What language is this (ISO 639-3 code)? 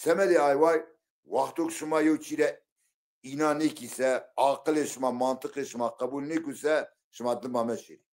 zza